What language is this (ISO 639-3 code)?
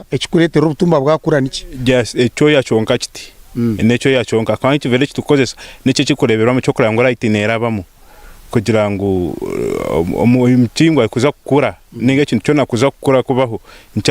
nyn